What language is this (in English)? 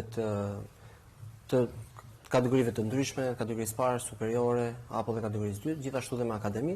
Albanian